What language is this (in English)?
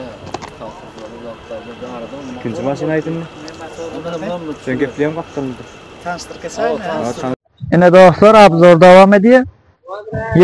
Turkmen